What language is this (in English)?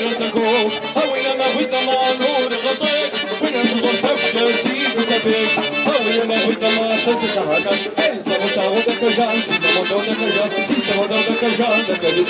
Kabardian